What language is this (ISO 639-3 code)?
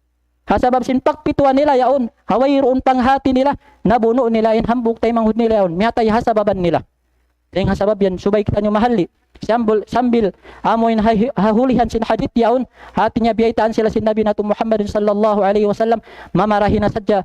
tsg